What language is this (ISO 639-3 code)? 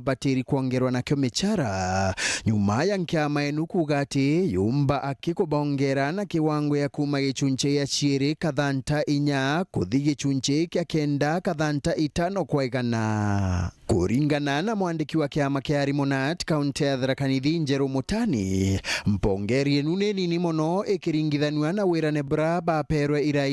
mer